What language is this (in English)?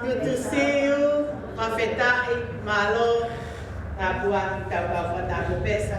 Tongan